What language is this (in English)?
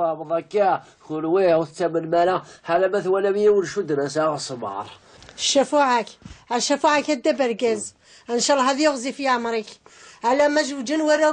Kabyle